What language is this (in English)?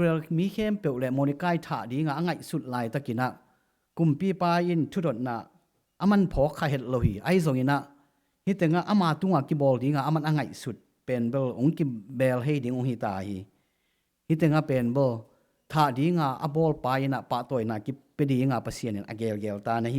Tedim Chin